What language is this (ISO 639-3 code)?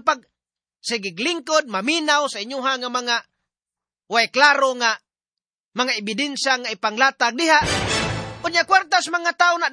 ceb